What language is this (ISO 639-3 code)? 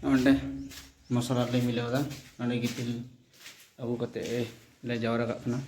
sat